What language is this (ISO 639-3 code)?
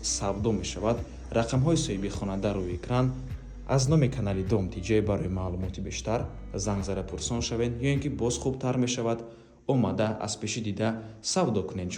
tgk